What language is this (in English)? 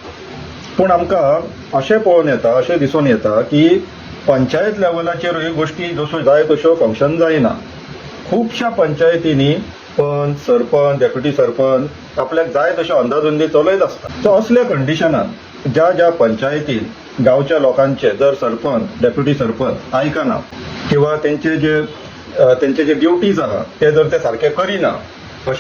Konkani